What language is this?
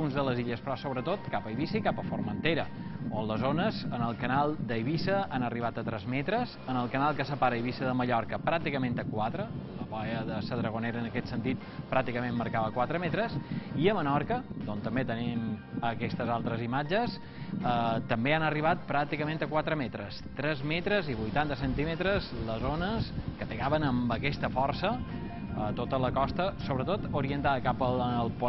Catalan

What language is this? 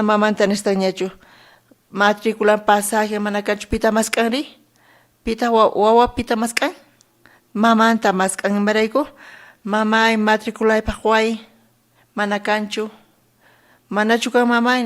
South Bolivian Quechua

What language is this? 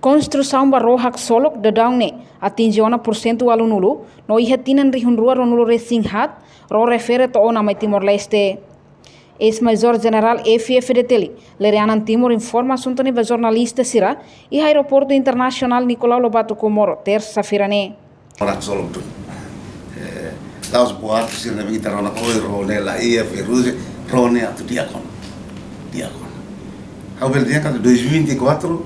Tetum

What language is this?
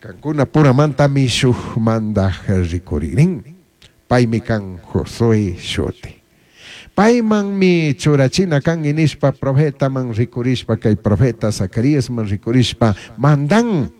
Chimborazo Highland Quichua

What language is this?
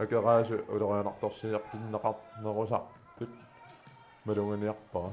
Kalaallisut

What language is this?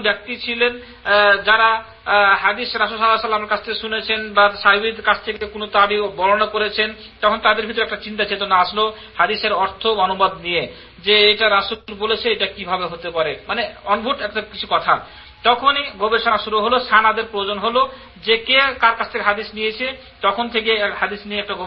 Bangla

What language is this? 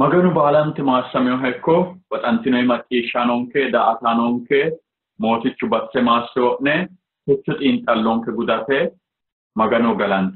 Sidamo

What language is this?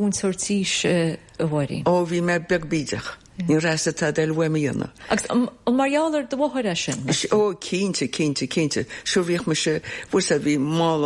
Irish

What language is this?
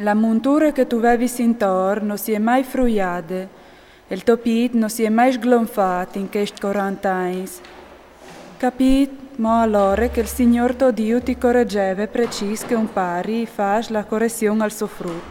Friulian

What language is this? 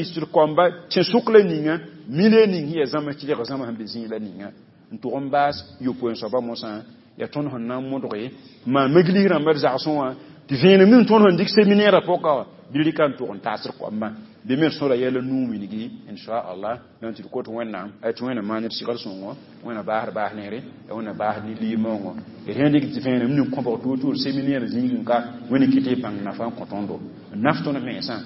Mossi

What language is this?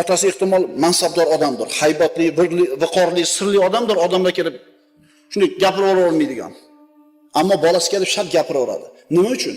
Uzbek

